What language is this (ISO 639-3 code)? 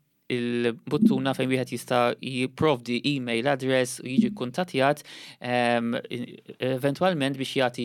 mlt